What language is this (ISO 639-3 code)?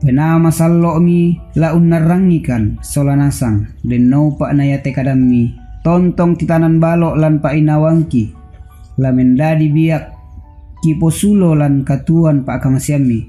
sda